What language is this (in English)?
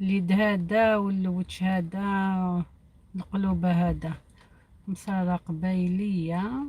Algerian Arabic